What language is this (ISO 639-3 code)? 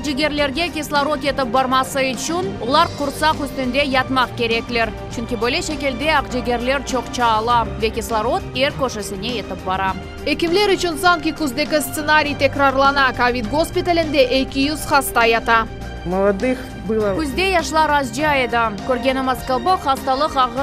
crh